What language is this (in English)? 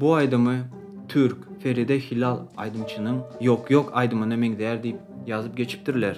Turkmen